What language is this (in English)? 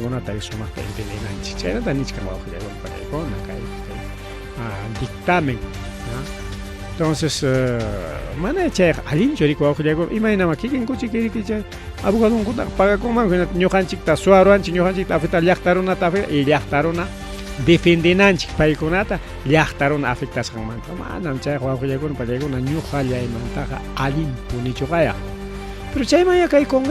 Ayacucho Quechua